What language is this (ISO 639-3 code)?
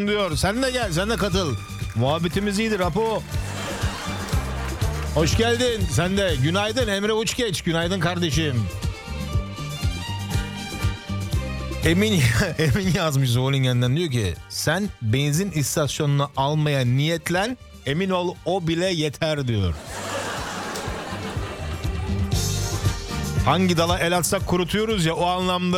tur